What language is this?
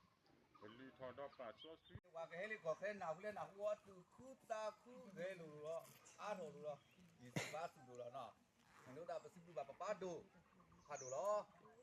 S'gaw Karen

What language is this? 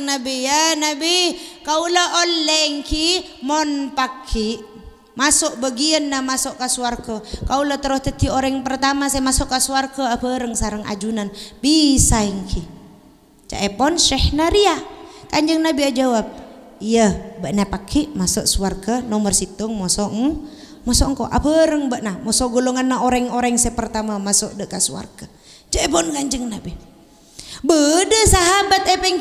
Madurese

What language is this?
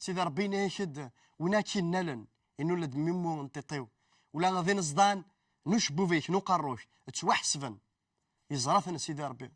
Kabyle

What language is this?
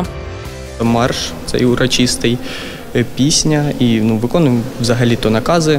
Ukrainian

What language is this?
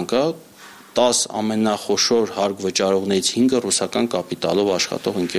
Armenian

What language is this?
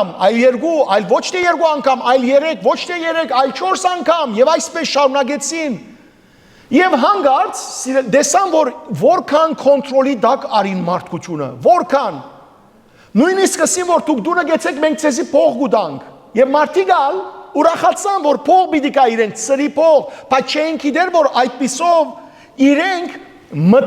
Western Armenian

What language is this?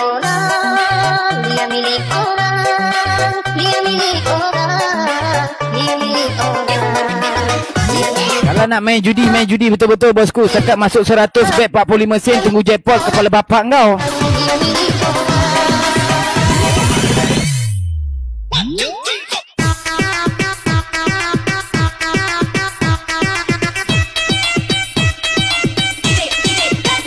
Malay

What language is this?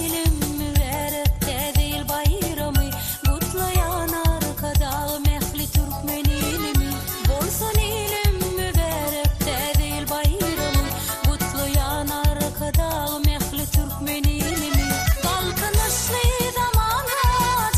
Turkmen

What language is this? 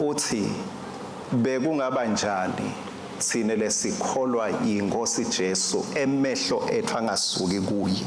Swati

